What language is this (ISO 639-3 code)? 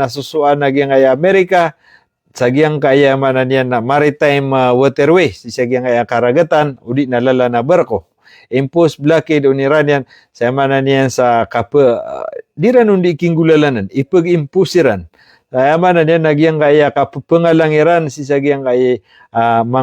mrw